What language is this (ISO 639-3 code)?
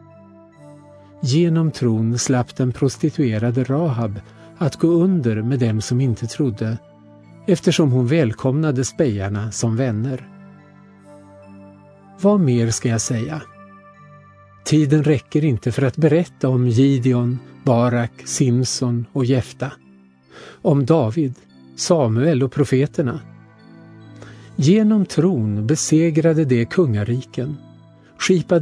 swe